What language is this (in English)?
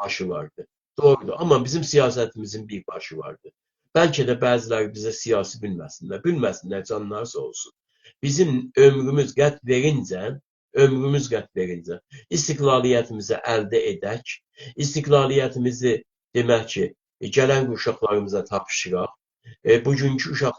South Azerbaijani